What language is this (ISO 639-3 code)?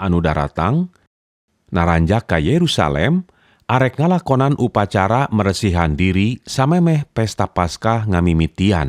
sun